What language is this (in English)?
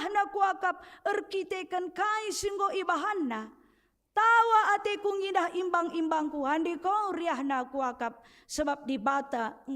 Batak Karo